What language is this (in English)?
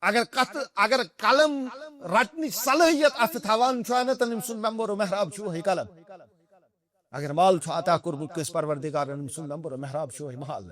Kashmiri